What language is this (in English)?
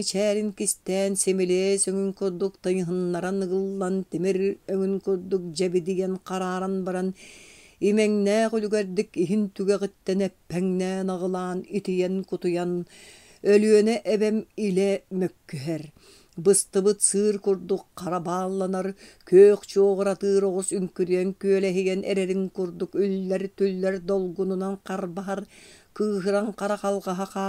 Yakut